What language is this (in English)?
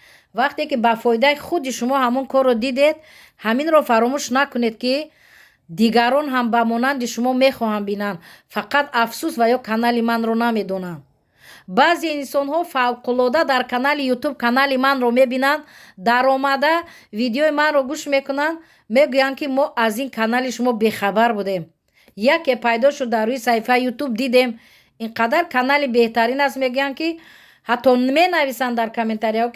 Tajik